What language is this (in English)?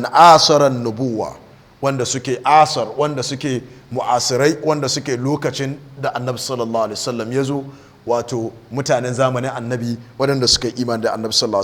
Hausa